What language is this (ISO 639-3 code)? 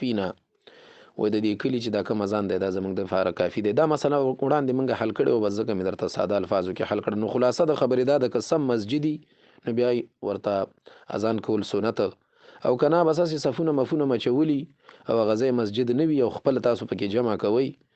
pus